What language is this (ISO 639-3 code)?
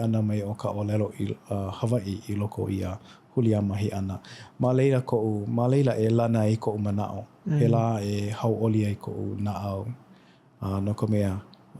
haw